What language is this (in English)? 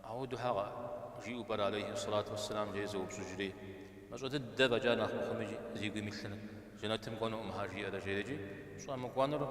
Kabardian